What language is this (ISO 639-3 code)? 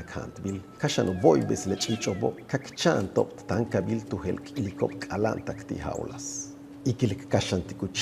yua